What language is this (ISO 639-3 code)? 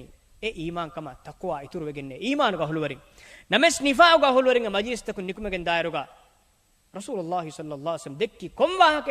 div